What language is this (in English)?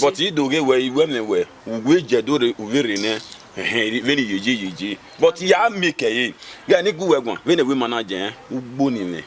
Bini